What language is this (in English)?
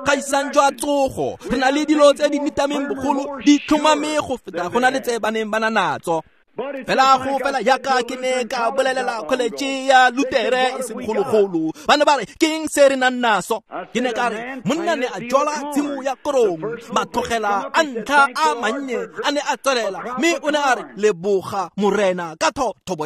Tswana